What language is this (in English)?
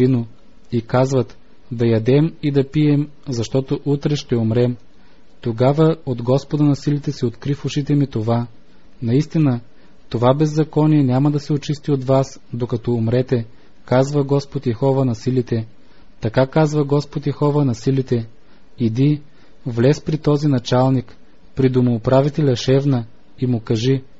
Bulgarian